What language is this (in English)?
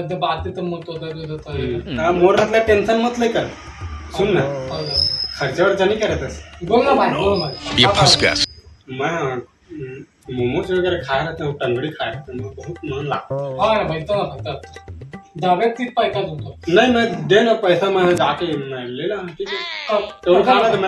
Chhattisgarhi